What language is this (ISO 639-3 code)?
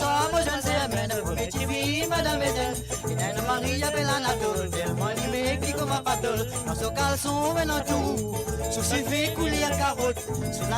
mfe